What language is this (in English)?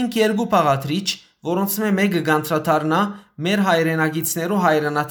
Western Armenian